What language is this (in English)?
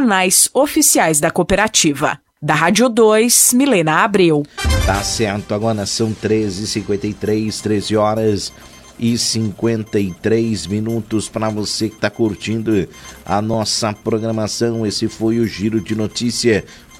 Portuguese